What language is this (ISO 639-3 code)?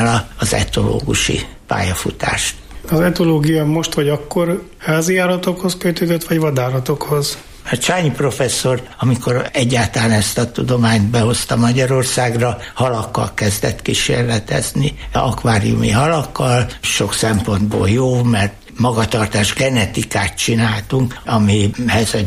hun